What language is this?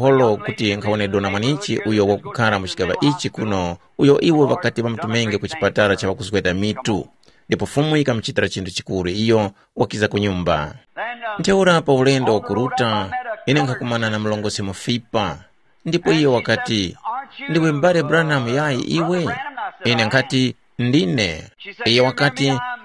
Tumbuka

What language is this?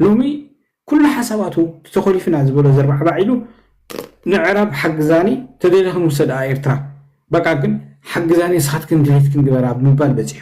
Tigrinya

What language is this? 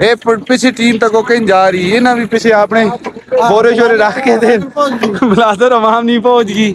Saraiki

